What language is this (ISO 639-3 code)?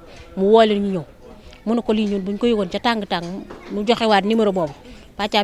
wol